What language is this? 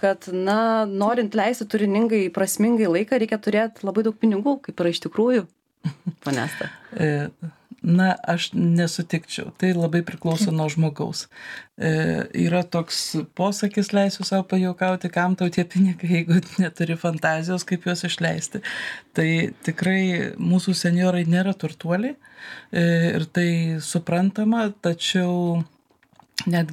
Lithuanian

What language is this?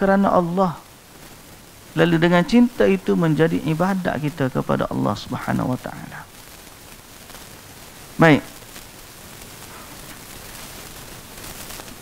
Malay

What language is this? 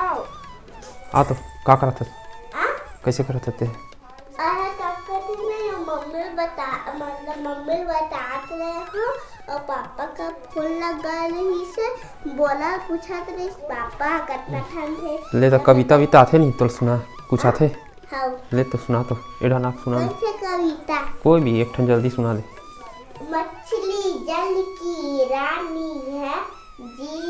Chhattisgarhi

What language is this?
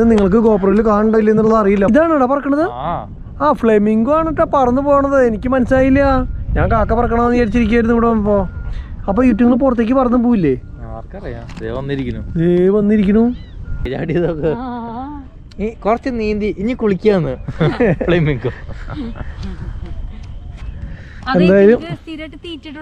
Malayalam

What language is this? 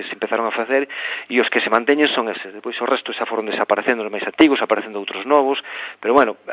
Galician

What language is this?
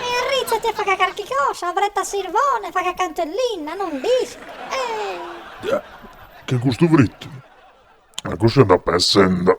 Sardinian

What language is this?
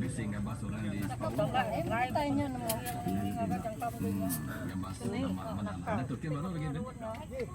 Iban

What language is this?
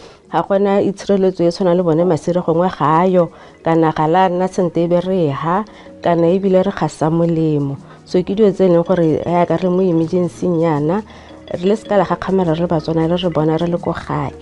Tswana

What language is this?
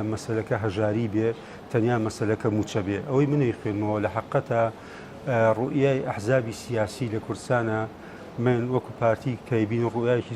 Central Kurdish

